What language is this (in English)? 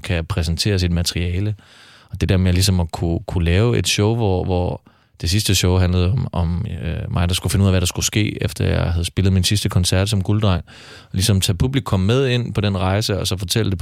Danish